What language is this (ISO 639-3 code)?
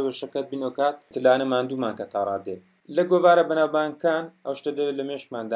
ckb